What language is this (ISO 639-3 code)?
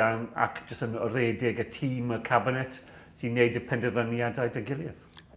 cym